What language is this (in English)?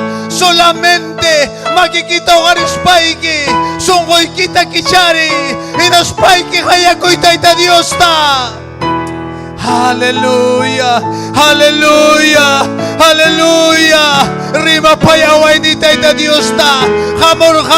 Ayacucho Quechua